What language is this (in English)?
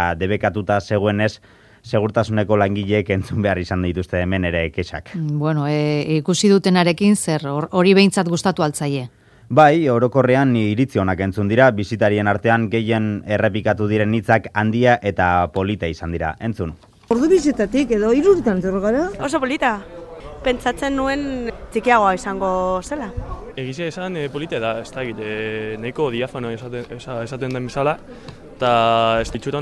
Basque